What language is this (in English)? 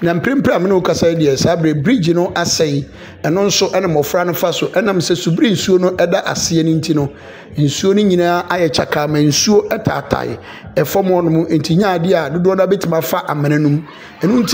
Akan